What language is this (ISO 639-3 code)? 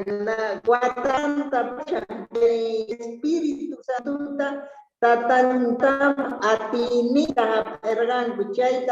que